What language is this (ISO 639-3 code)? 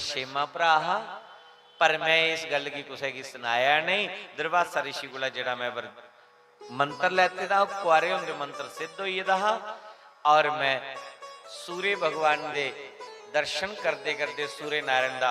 doi